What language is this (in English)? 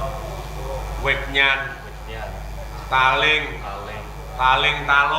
Javanese